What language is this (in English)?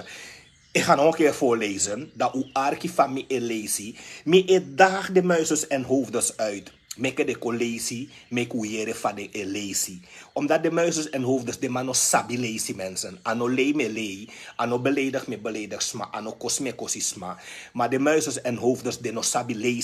Sranan Tongo